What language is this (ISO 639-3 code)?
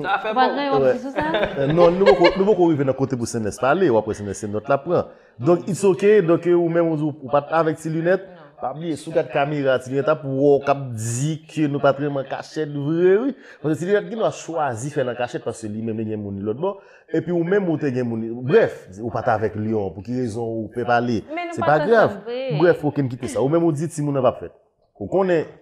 hat